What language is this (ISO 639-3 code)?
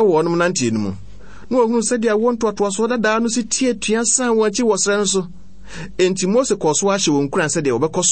aka